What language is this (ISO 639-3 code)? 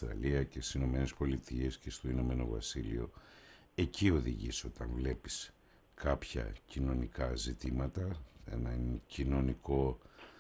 ell